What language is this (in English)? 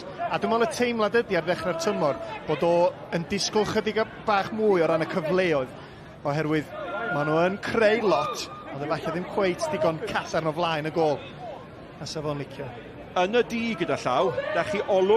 Welsh